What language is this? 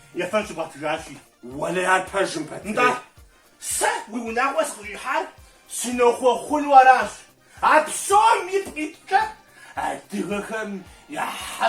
Kabardian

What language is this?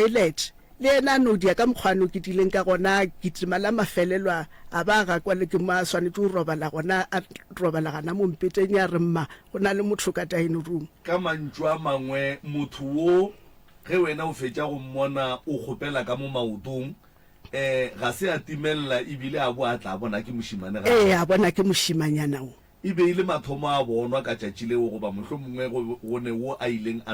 Northern Sotho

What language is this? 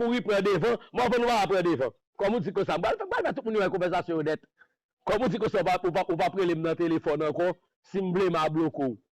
Haitian Creole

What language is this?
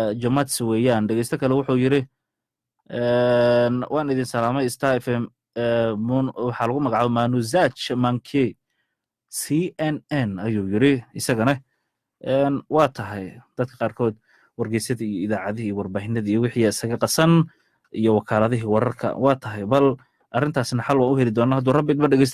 Somali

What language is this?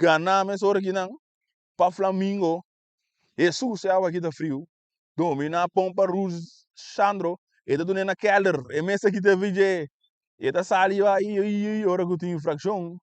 Papiamento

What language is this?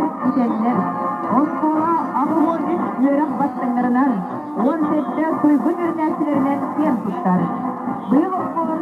Yakut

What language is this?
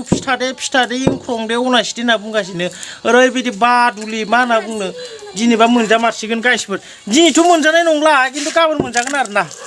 Bodo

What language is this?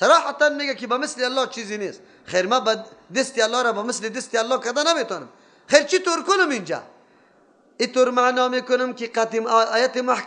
Persian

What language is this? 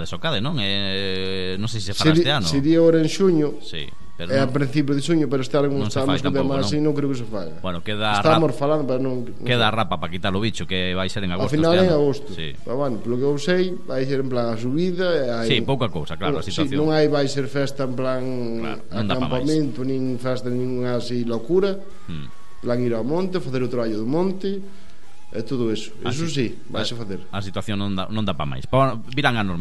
Galician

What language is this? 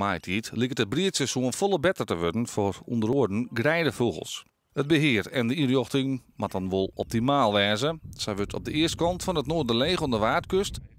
Western Frisian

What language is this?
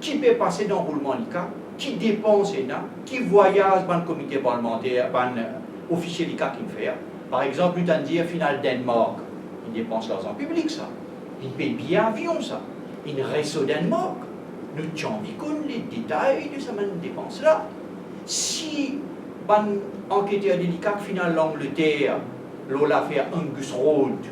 Morisyen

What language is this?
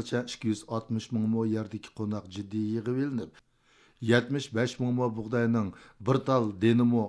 Uyghur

